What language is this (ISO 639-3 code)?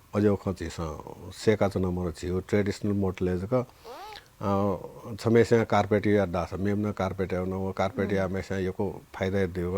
new